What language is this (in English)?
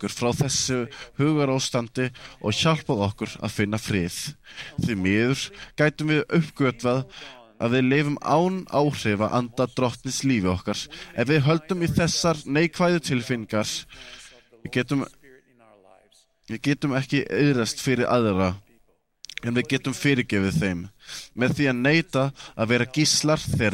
Icelandic